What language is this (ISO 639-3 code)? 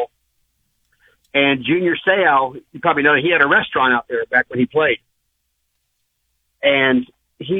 eng